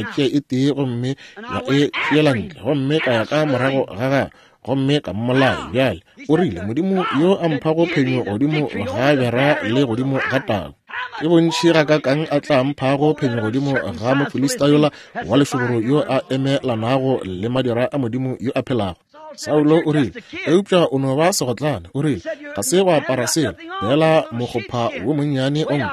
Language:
Northern Sotho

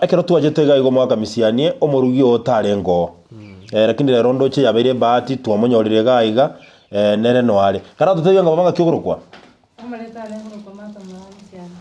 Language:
Gusii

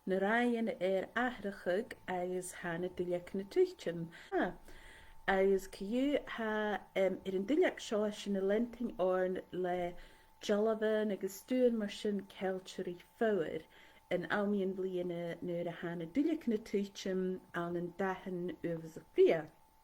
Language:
Scottish Gaelic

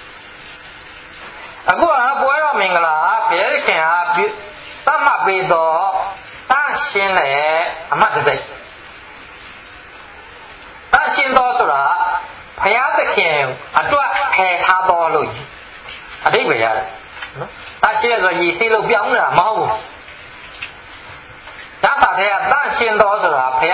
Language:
Burmese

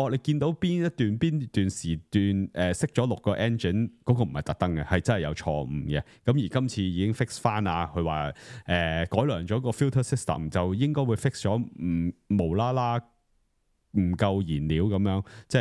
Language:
Cantonese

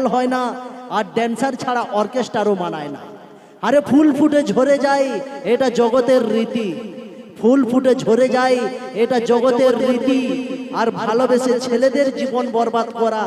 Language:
Santali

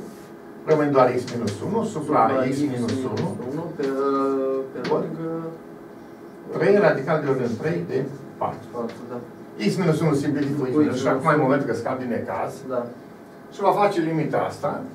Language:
Romanian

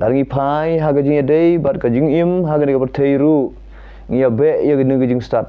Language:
Khasi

